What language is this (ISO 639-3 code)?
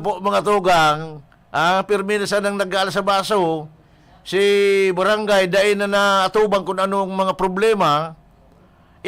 bik